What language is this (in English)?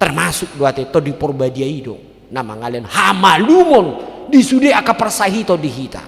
Batak Toba